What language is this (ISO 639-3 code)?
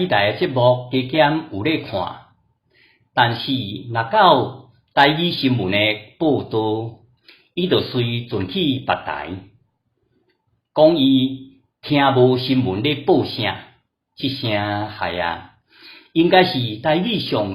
nan